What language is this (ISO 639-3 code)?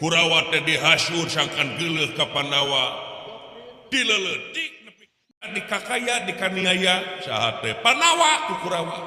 sun